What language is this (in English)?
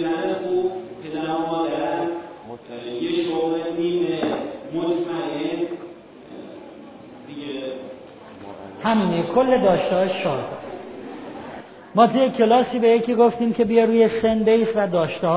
Persian